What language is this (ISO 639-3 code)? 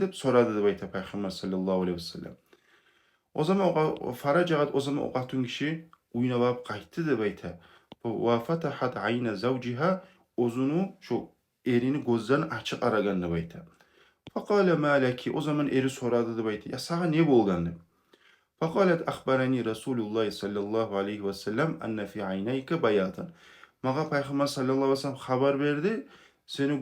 kum